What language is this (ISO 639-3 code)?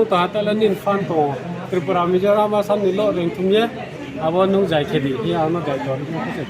ria